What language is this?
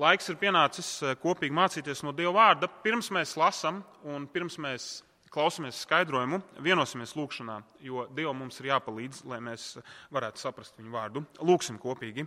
Latvian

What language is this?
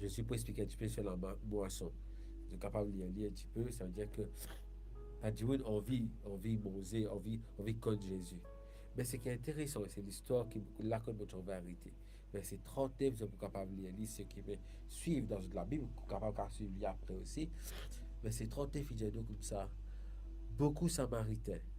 Morisyen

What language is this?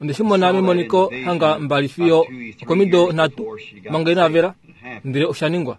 Kuanyama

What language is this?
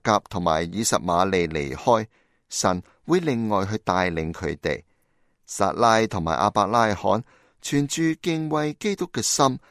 Cantonese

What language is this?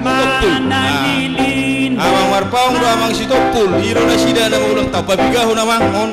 Batak Toba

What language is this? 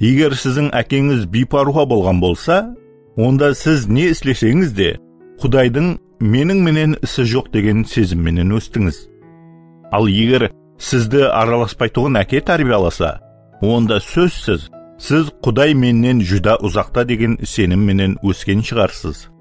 Kara-Kalpak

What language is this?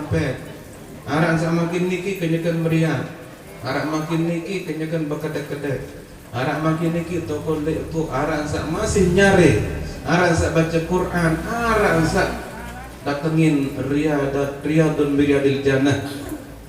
Sasak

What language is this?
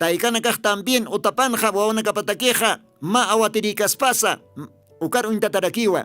Aymara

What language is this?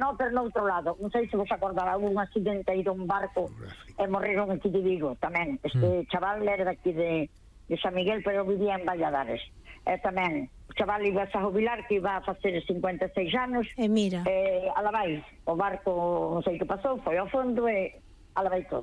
Galician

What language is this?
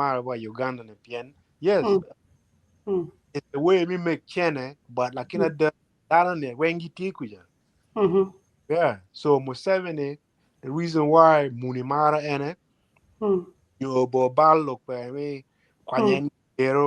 Acoli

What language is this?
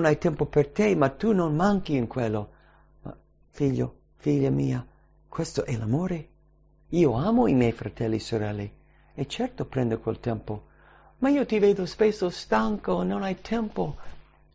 Italian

